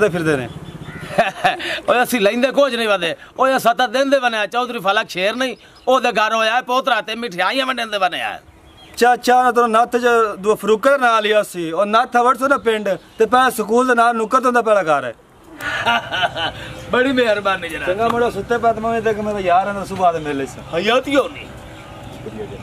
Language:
Punjabi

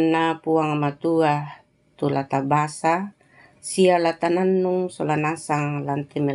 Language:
Toraja-Sa'dan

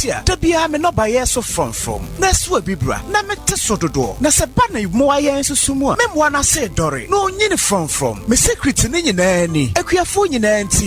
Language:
Akan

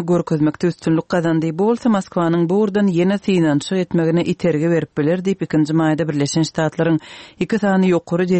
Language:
Turkmen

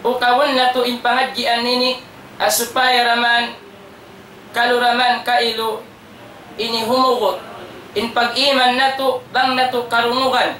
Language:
Tausug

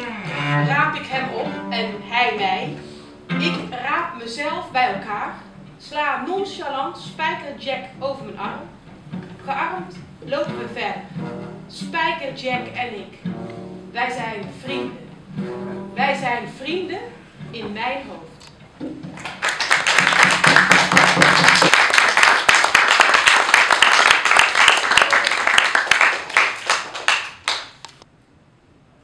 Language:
Dutch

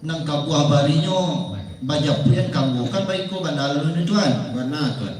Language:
Minangkabau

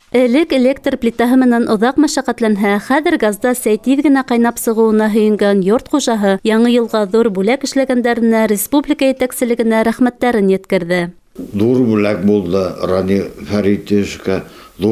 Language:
Bashkir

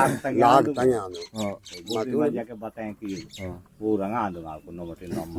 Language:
Aheri Gondi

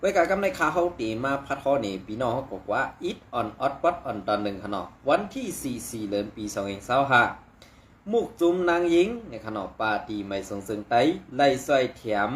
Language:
Shan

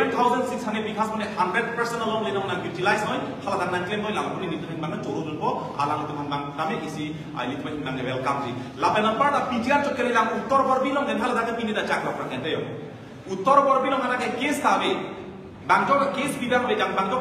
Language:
Karbi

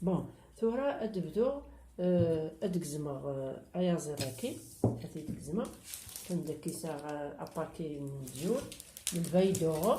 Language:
Kabyle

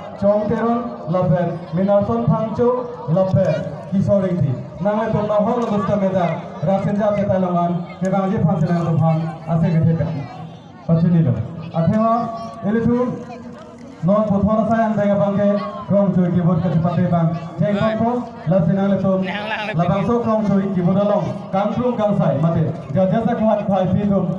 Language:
Karbi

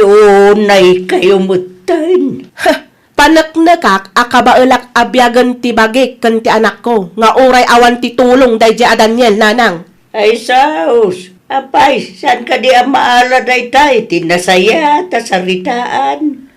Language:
Iloko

